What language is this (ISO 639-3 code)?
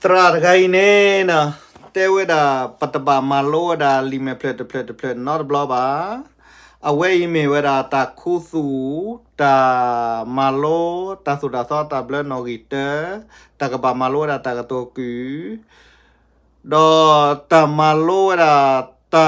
ksw